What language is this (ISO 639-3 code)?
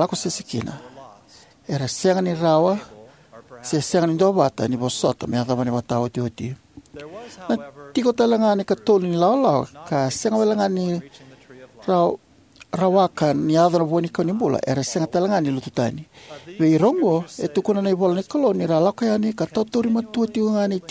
fij